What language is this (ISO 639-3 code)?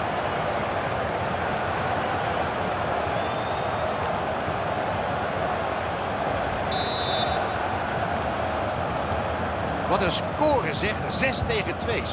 nld